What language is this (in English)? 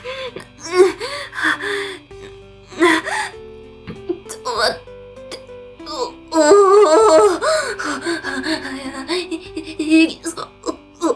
Japanese